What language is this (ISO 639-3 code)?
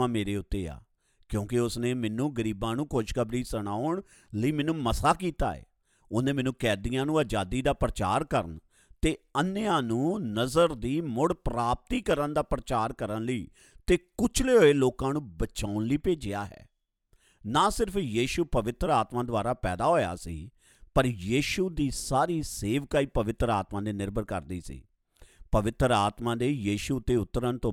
pan